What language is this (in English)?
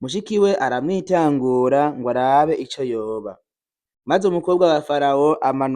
Rundi